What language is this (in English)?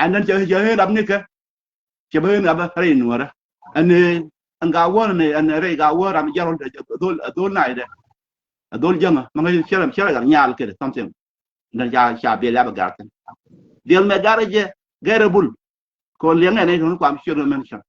Nuer